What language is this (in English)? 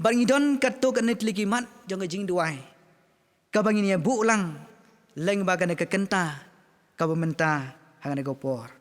Khasi